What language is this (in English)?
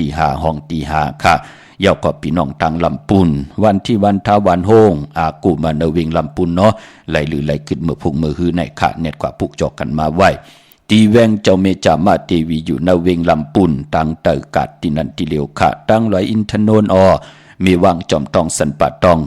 Shan